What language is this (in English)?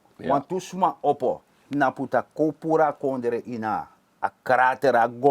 Sranan Tongo